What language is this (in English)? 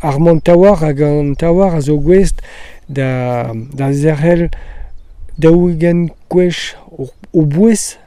Breton